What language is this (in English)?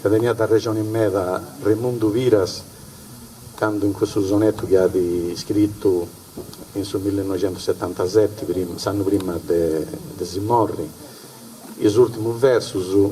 Sardinian